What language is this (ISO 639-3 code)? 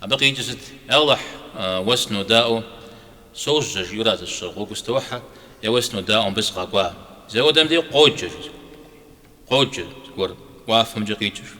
kbd